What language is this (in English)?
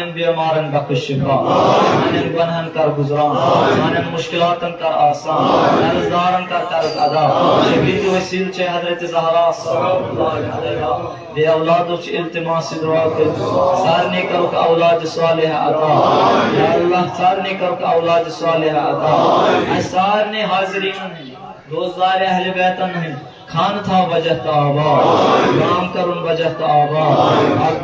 Kashmiri